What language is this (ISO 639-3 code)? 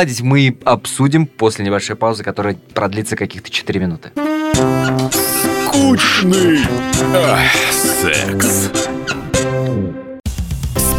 rus